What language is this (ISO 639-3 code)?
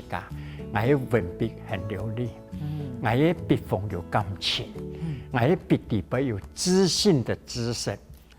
hak